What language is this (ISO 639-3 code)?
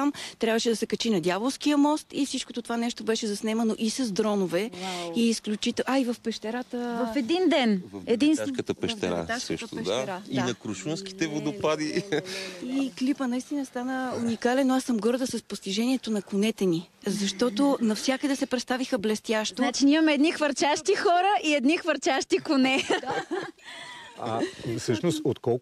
bul